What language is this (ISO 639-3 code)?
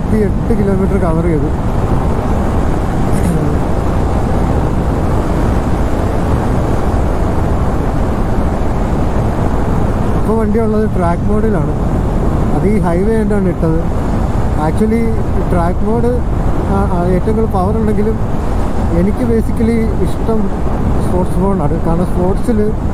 mal